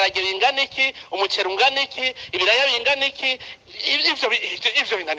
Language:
Rundi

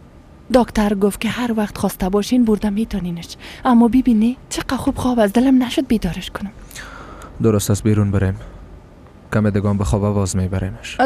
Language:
Persian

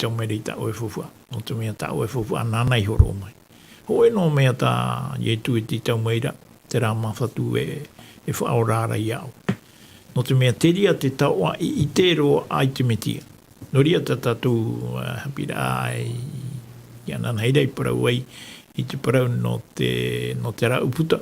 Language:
Tahitian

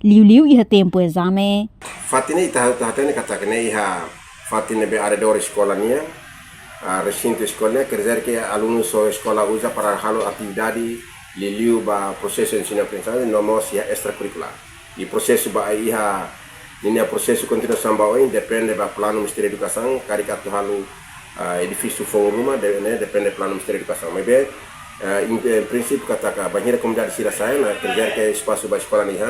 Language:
Tetum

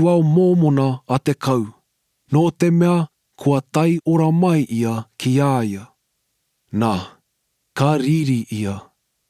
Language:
Māori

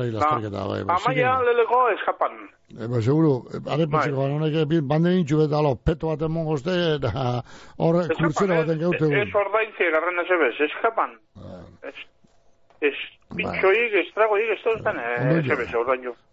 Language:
Basque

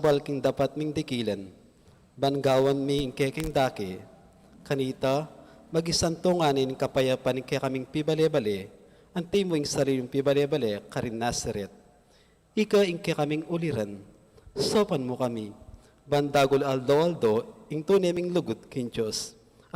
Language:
Pampanga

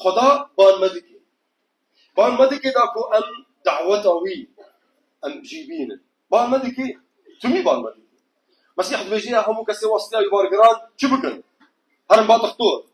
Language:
Kurdish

